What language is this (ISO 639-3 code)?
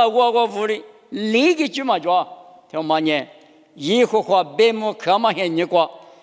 lis